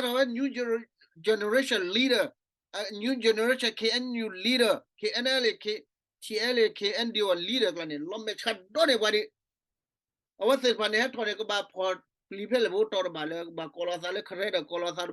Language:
S'gaw Karen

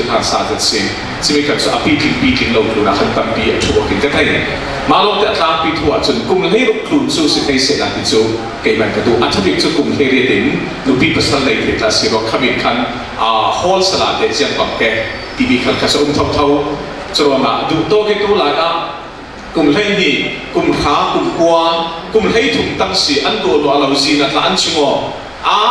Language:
Falam Chin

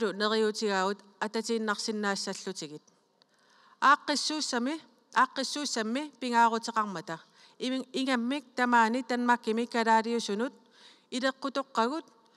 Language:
Kalaallisut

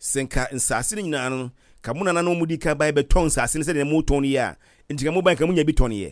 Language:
Akan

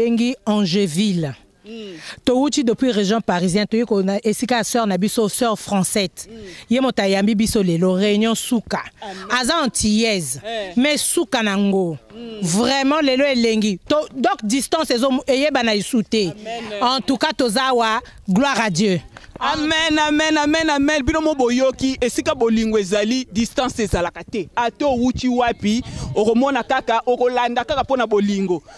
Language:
Lingala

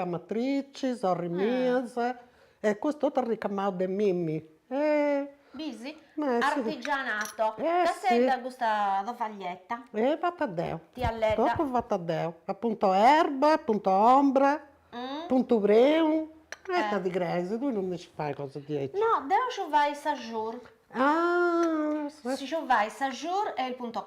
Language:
Sardinian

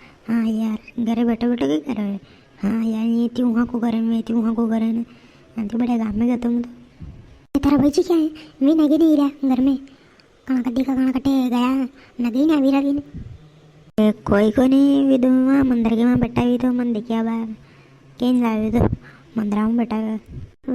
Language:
Rajasthani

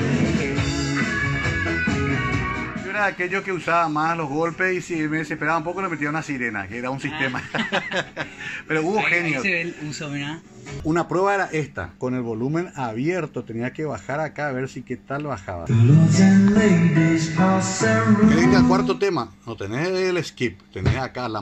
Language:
Spanish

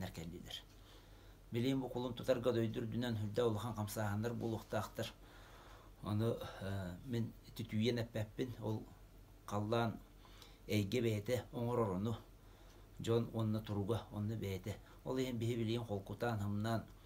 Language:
Yakut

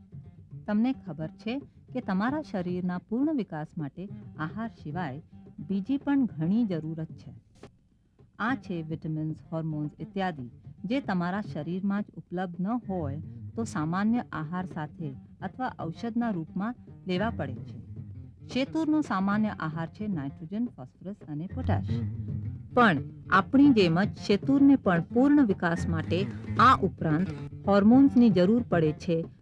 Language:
Gujarati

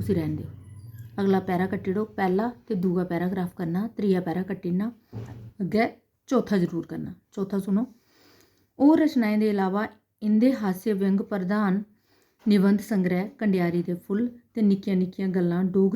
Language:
Dogri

